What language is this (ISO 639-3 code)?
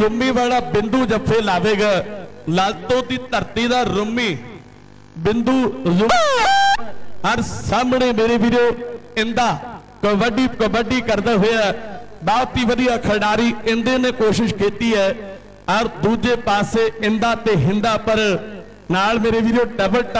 pan